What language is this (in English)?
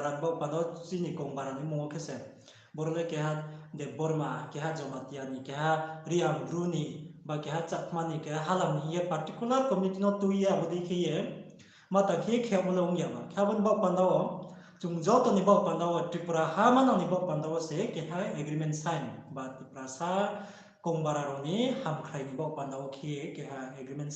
Riang (India)